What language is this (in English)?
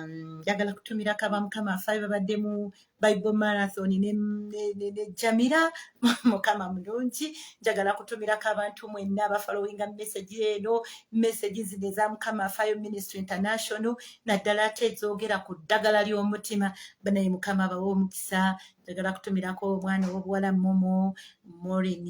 Ganda